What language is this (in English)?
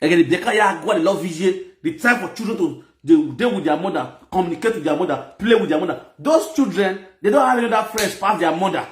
Nigerian Pidgin